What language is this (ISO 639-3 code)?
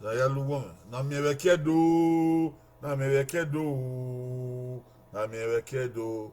bin